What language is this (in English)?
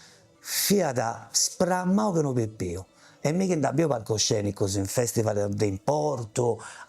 Sardinian